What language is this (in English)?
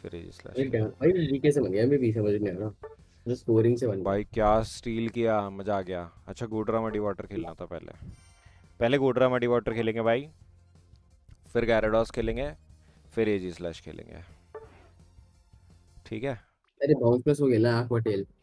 Hindi